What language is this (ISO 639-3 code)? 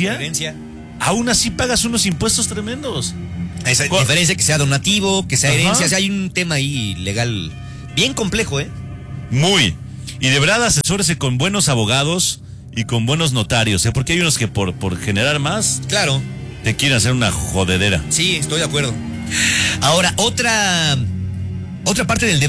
spa